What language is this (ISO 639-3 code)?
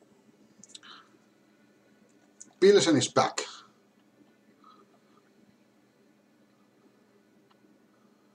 fin